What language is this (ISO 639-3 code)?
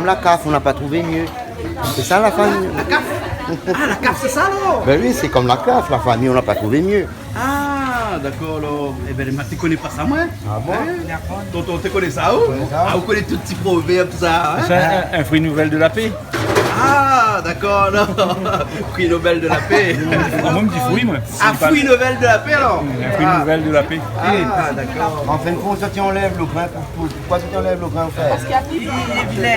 rcf